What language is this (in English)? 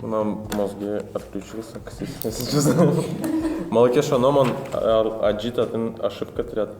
Udmurt